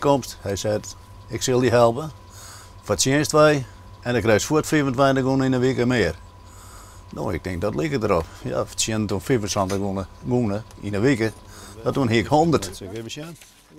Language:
Western Frisian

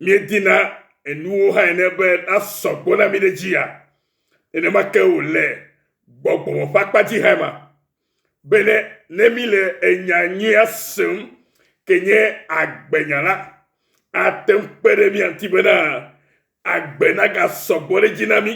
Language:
Ewe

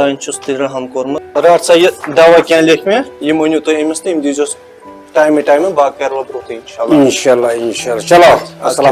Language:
Kashmiri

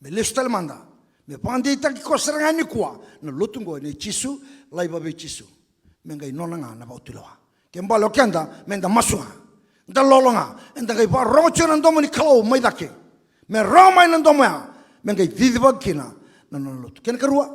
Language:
Fijian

